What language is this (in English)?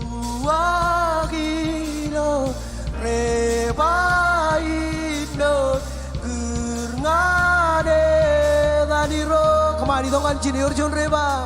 Marshallese